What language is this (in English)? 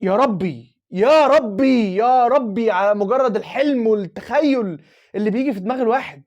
Egyptian Arabic